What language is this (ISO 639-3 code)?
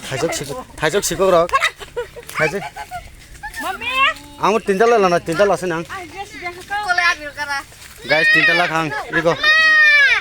trp